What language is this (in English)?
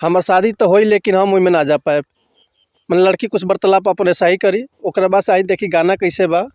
Bhojpuri